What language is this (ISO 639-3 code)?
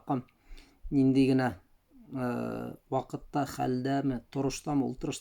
bak